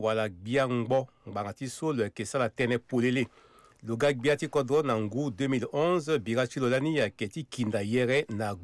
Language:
Sango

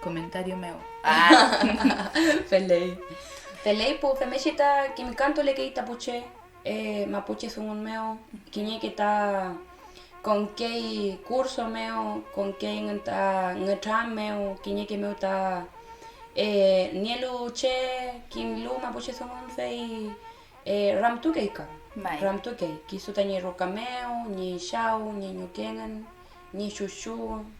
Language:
Mapuche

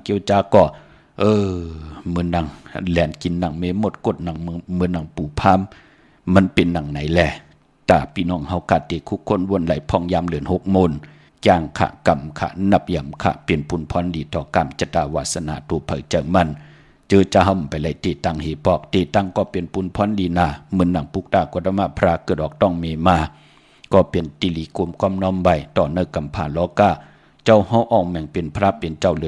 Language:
Shan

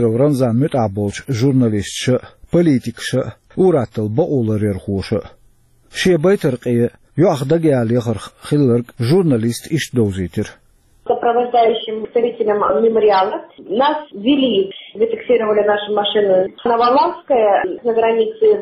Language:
Chechen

